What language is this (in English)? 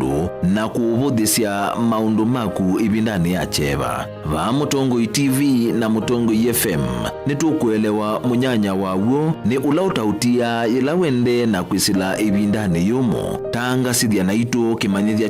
Kamba